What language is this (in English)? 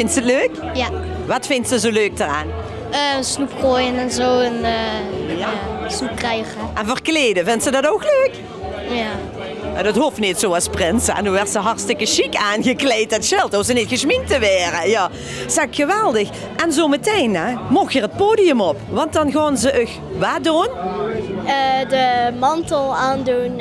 Limburgish